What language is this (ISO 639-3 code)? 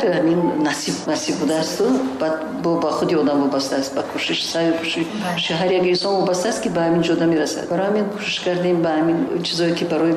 tgk